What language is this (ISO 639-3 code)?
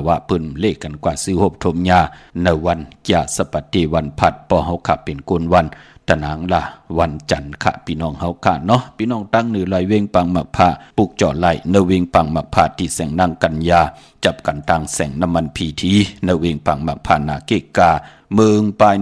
shn